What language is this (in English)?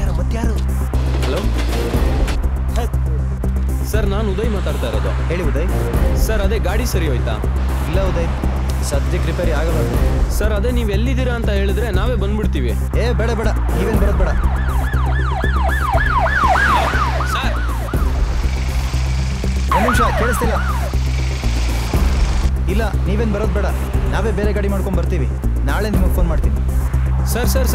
Kannada